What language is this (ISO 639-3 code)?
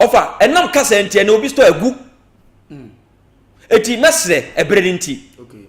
aka